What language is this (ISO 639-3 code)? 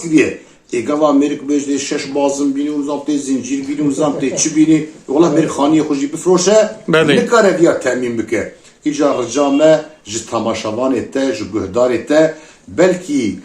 kur